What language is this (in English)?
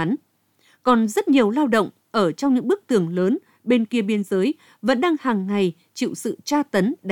Vietnamese